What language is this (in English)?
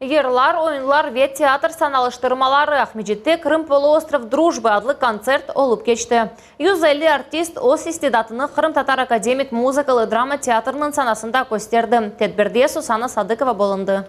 Crimean Tatar